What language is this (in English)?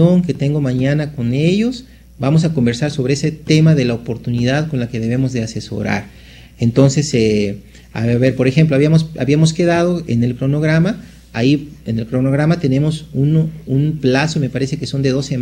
Spanish